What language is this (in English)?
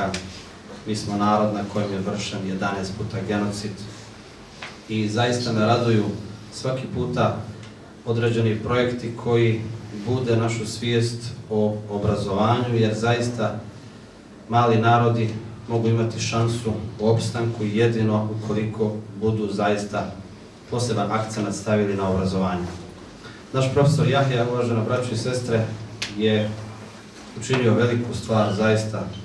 Bosnian